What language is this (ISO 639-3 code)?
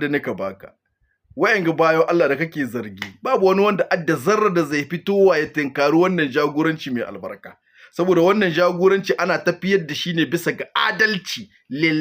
hau